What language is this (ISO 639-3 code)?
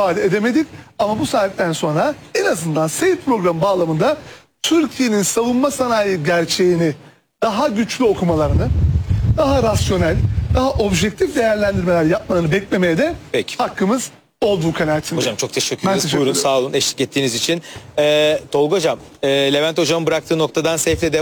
tur